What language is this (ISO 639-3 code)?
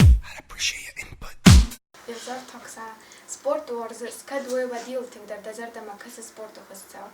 oss